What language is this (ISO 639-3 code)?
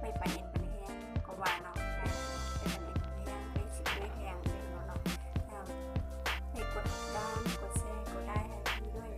shn